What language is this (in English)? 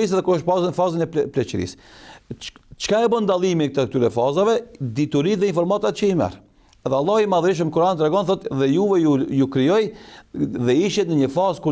Albanian